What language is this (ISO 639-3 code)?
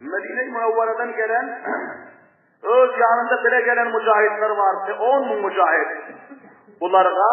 tuk